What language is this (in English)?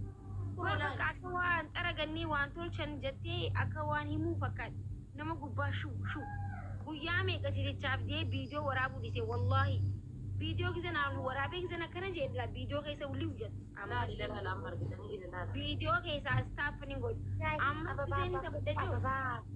Oromo